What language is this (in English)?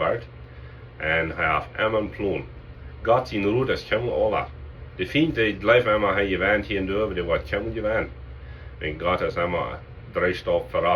Plautdietsch